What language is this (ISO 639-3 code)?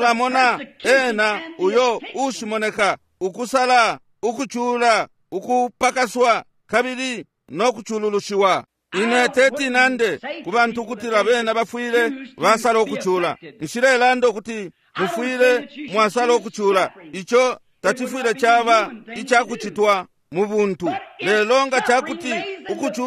bem